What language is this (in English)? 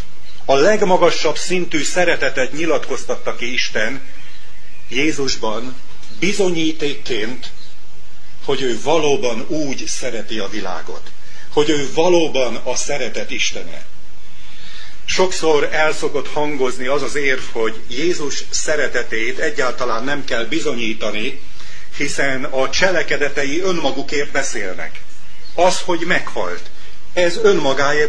Hungarian